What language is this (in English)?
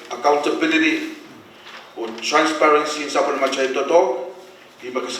Pohnpeian